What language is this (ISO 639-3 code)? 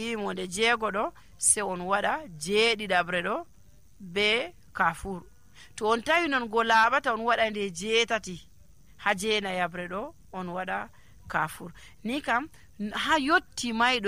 fuv